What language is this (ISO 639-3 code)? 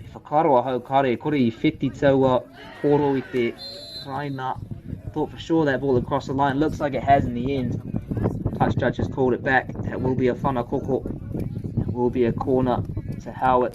mri